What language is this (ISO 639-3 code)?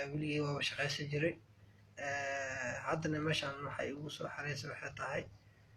som